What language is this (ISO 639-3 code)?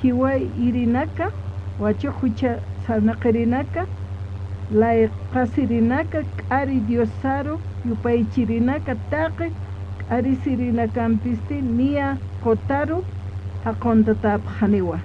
aym